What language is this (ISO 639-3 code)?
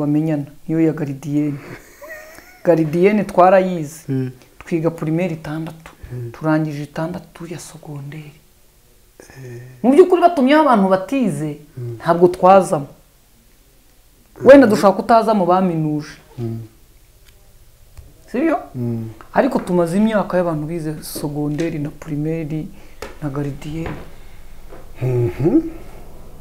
kin